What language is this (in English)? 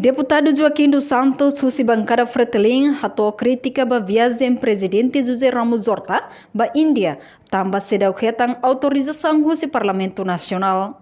Tetum